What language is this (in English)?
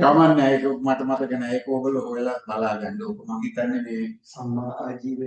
Sinhala